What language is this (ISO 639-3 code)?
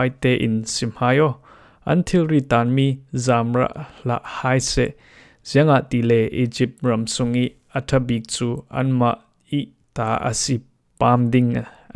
cfm